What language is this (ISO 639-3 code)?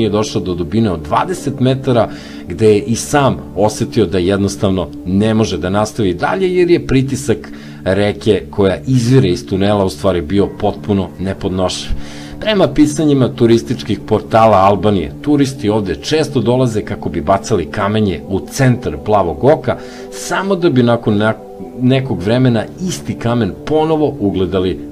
srp